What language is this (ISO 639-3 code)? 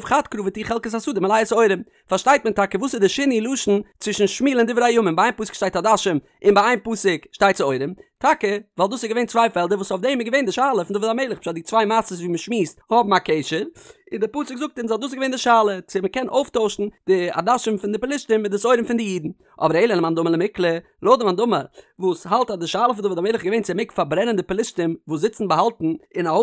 yid